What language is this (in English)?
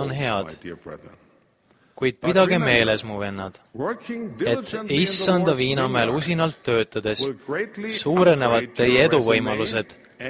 Estonian